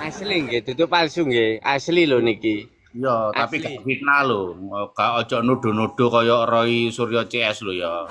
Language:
Javanese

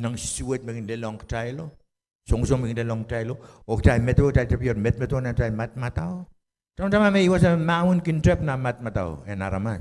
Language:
Pohnpeian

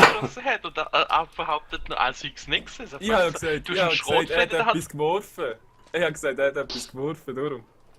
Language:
Swiss German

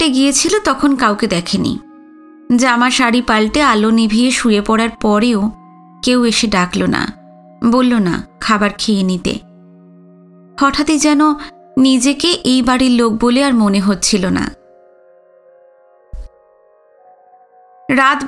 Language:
Bangla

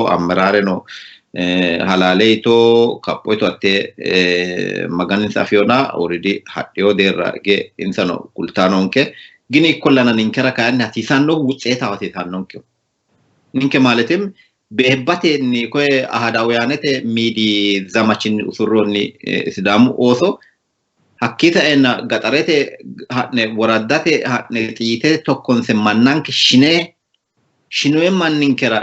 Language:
Sidamo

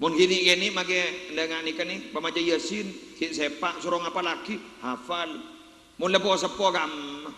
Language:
Madurese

